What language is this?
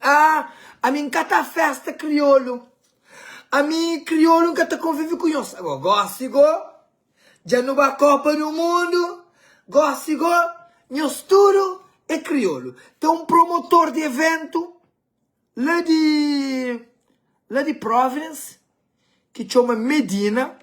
Kabuverdianu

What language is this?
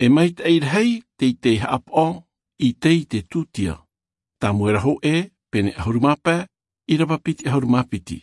Tahitian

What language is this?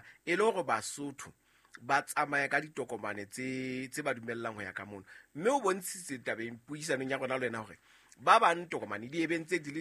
Southern Sotho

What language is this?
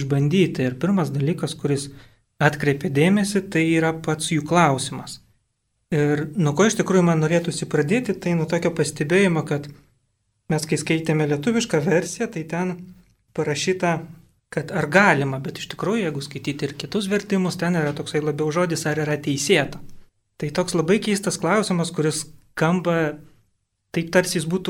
Lithuanian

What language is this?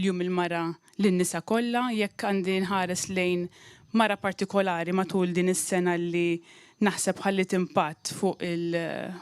Maltese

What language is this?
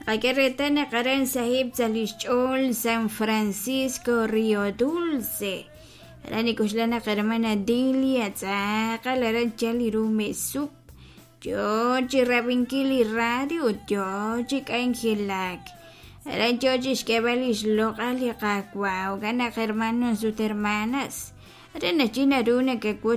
Kekchí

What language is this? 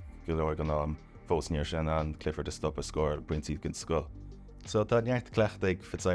Irish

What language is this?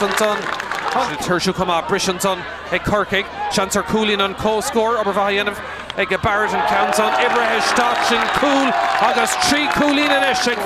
Irish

